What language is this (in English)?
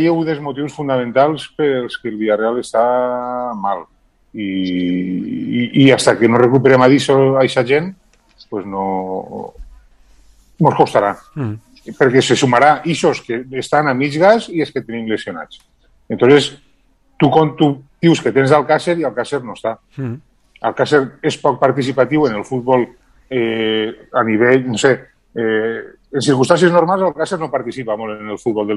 Catalan